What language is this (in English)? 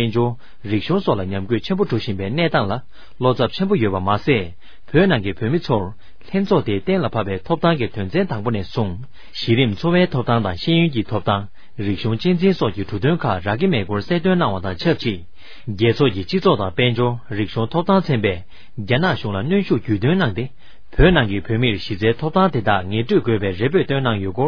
Tibetan